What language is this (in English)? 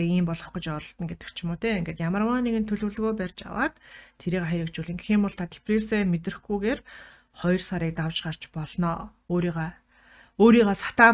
Mongolian